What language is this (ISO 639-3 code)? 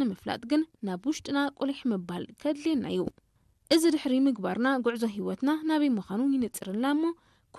tir